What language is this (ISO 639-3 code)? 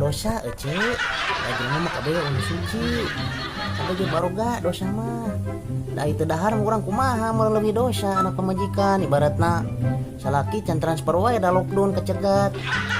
sun